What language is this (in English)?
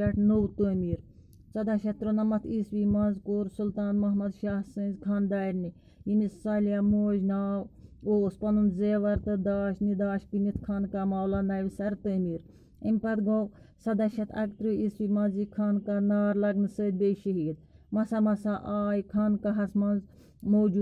Kashmiri